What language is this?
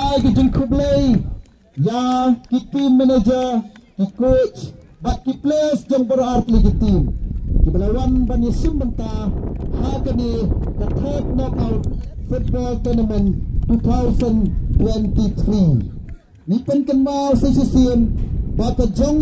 Khasi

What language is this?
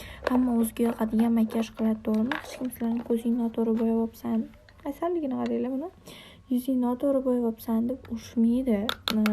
Uzbek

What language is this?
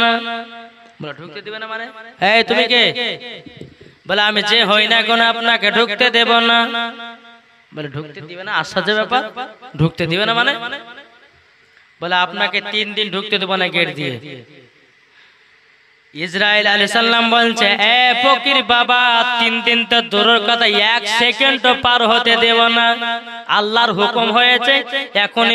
Bangla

